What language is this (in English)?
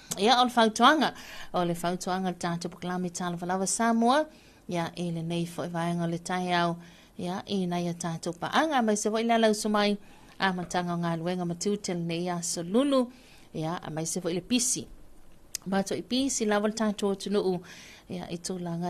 Samoan